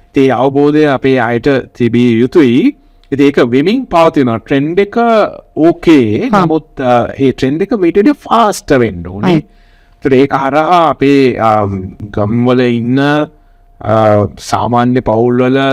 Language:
Sinhala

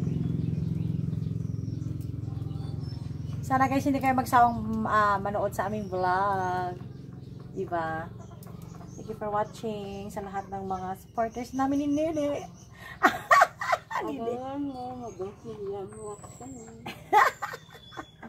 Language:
Filipino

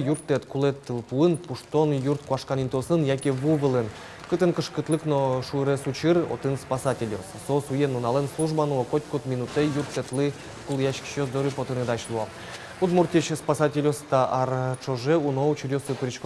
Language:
Udmurt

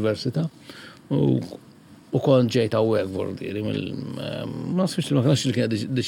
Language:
Maltese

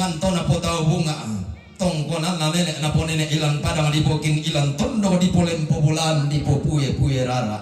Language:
Toraja-Sa'dan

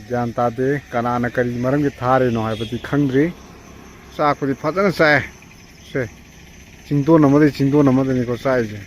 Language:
Manipuri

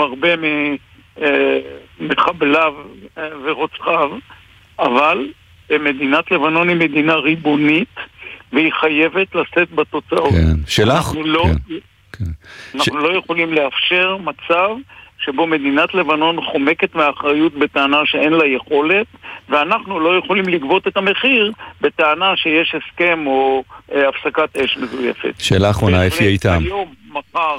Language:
Hebrew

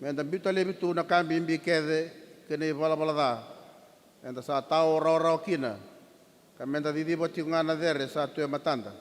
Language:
Fijian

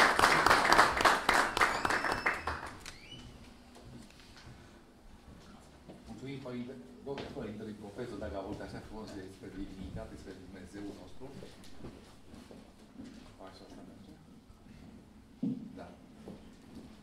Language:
Romanian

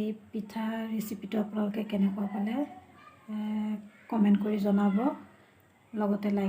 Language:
Assamese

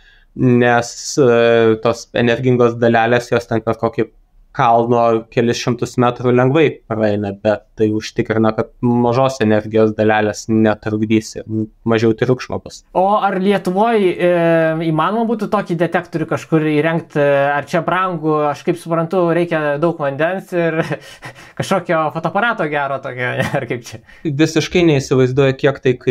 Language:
Lithuanian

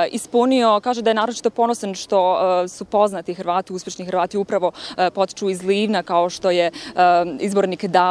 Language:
Croatian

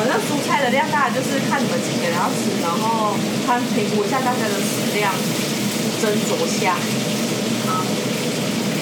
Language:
Chinese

